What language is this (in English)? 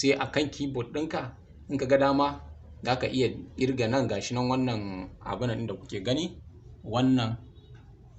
Hausa